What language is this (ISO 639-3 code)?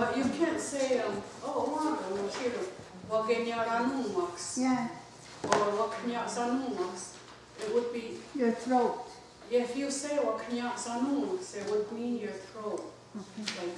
moh